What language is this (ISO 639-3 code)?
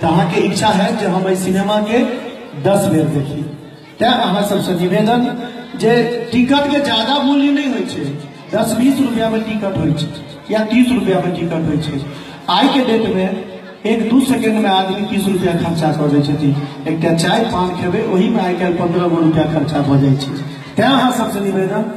mai